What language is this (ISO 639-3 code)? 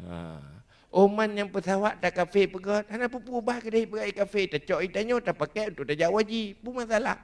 ace